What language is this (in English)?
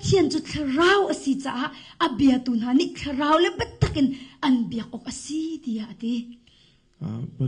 Hakha Chin